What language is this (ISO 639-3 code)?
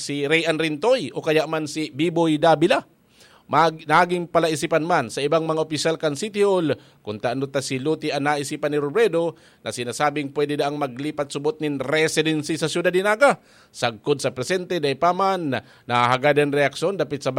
bik